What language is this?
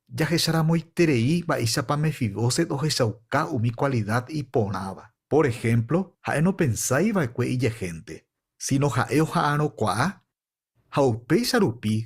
Guarani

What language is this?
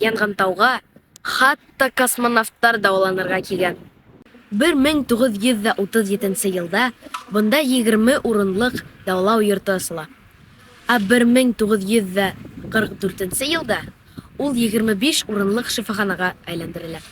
Bashkir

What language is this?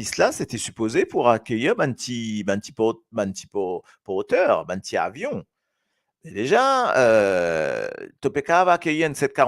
Morisyen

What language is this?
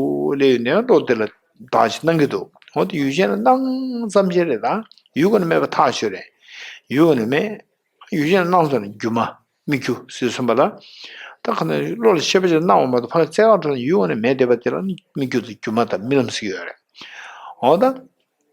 Tibetan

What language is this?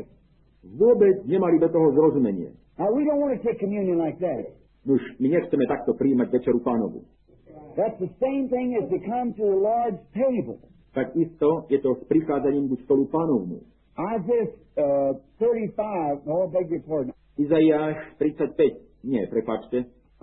Slovak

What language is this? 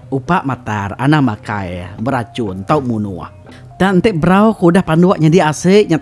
Iban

